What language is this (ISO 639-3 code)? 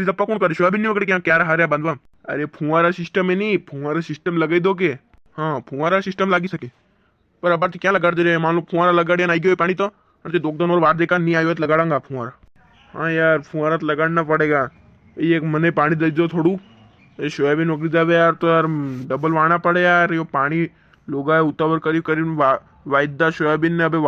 raj